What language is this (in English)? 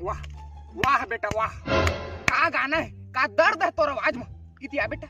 Chhattisgarhi